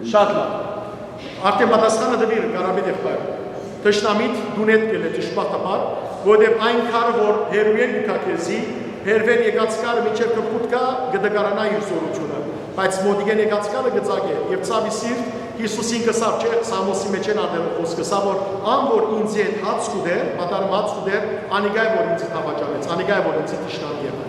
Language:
Western Armenian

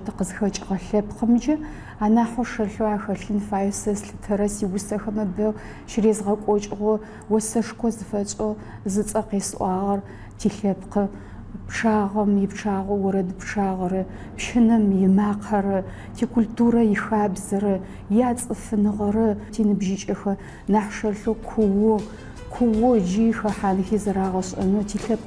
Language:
Adyghe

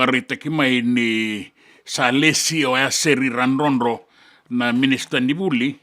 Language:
Fijian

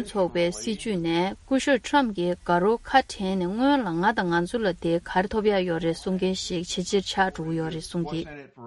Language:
Tibetan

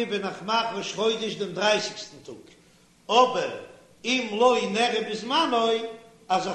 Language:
Yiddish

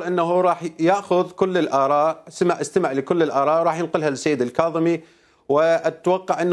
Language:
Mesopotamian Arabic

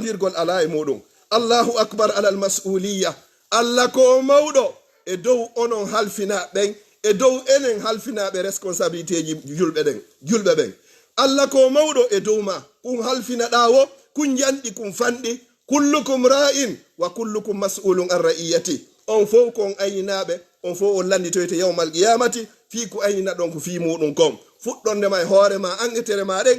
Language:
Fula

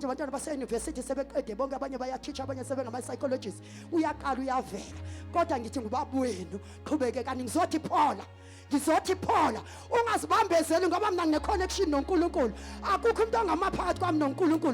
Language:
Zulu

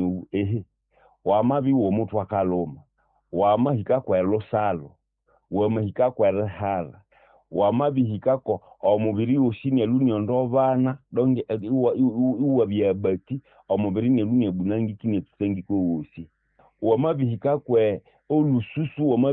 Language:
Nande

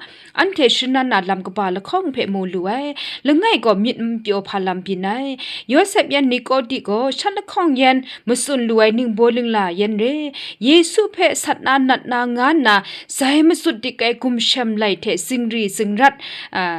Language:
Kachin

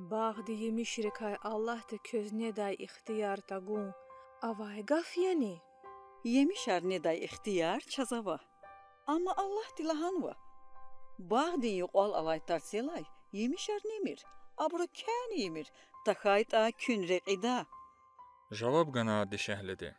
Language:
Lezghian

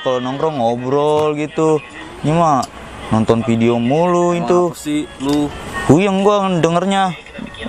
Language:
Betawi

